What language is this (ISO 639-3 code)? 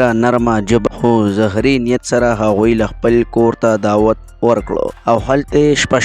pus